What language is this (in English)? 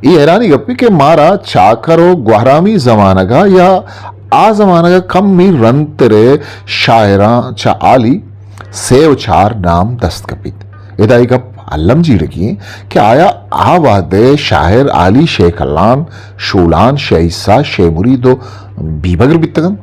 Eastern Balochi